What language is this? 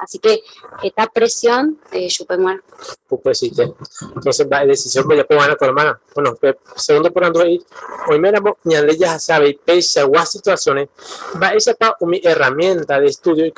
Guarani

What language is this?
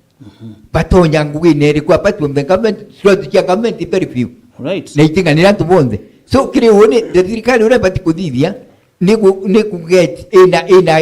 Meru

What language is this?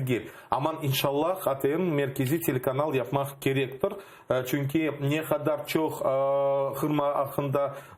Crimean Tatar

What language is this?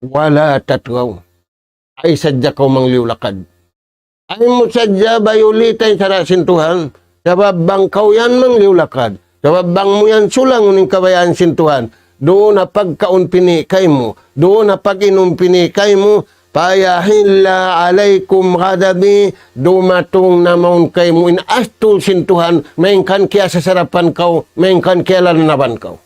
Tausug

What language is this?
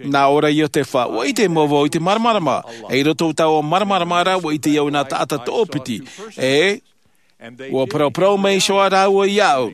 Tahitian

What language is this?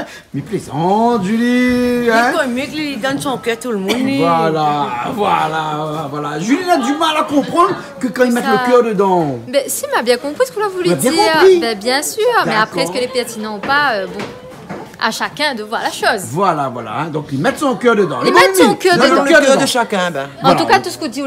Réunion Creole French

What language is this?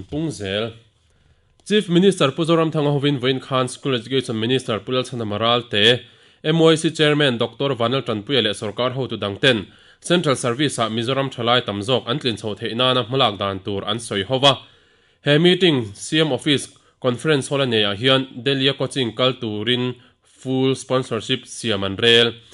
Mizo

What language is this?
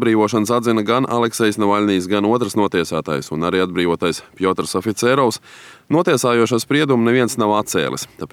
Latvian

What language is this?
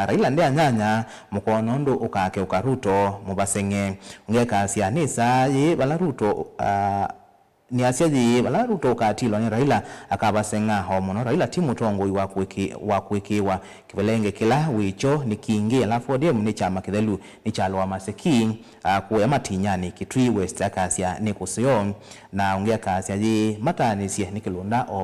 Kamba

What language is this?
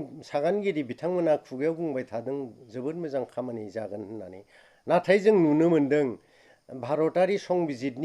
Bodo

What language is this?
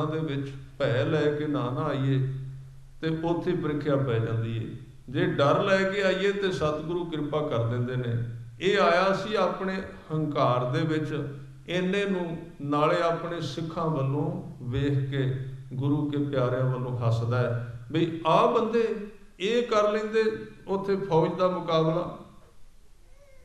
Punjabi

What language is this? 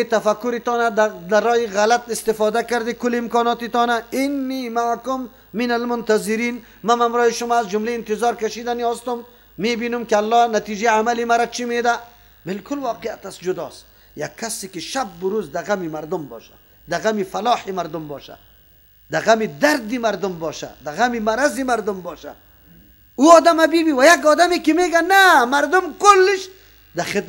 Persian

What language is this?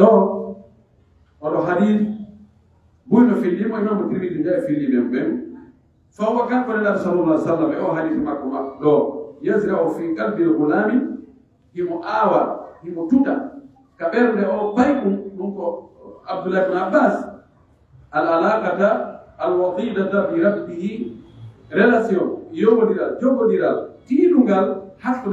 Pular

